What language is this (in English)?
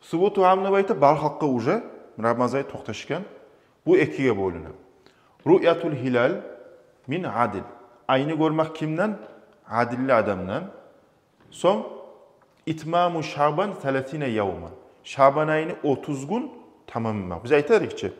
Kumyk